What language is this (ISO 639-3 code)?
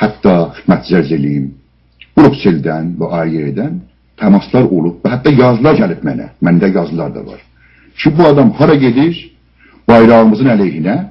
azb